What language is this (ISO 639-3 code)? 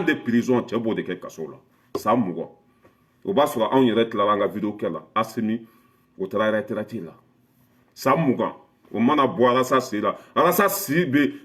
bam